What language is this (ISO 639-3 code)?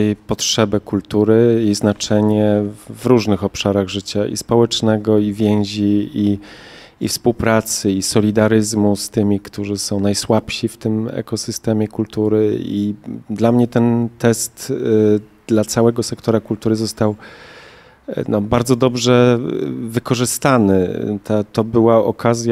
pol